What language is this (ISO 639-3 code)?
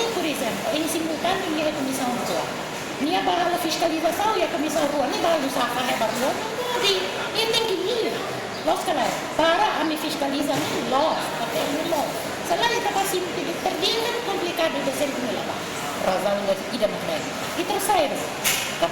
tet